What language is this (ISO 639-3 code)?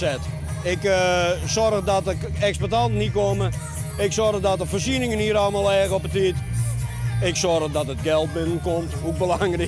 fry